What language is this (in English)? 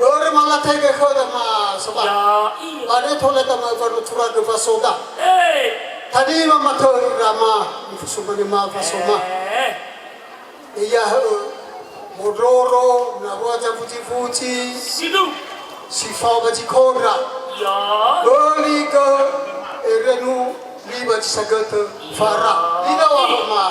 Nias